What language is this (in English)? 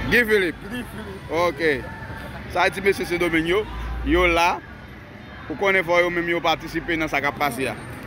Haitian Creole